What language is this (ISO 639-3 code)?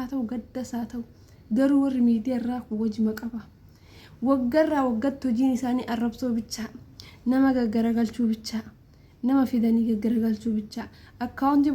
orm